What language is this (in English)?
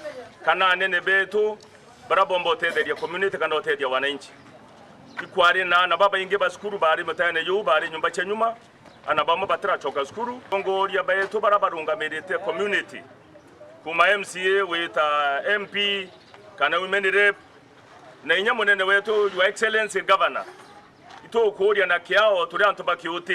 Meru